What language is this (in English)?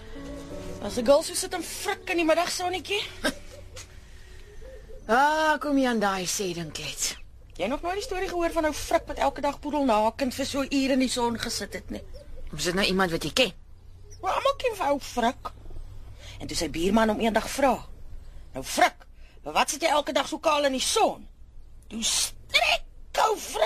Afrikaans